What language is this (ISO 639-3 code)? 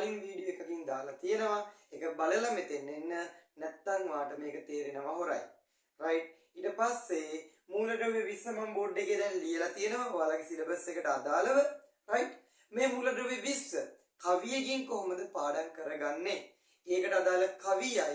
sin